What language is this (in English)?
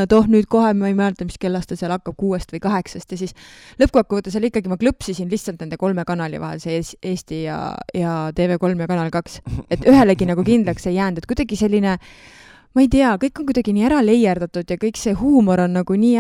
Estonian